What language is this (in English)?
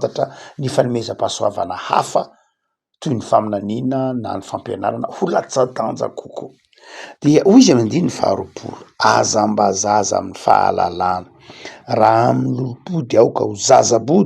Malagasy